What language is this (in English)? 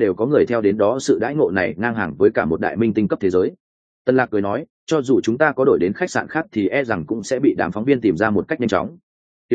Vietnamese